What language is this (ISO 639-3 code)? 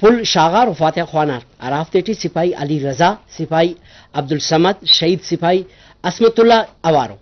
brh